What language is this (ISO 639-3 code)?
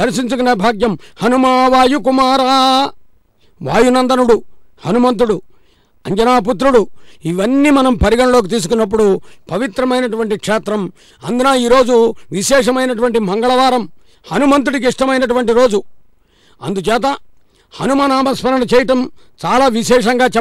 tel